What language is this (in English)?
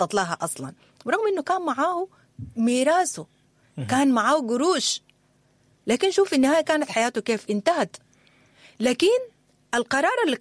Sudanese Arabic